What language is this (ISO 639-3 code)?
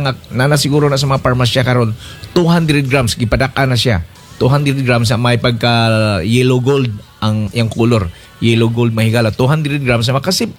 ceb